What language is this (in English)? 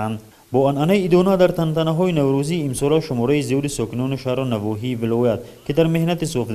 Tajik